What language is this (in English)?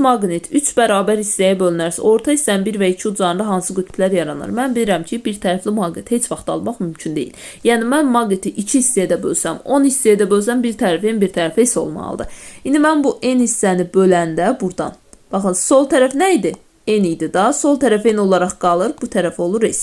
Azerbaijani